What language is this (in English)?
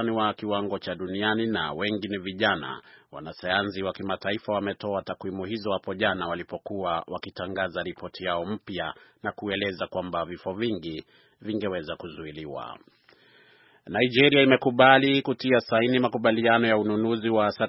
Swahili